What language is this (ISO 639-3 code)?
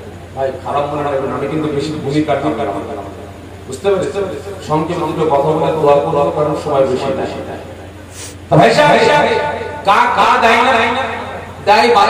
ben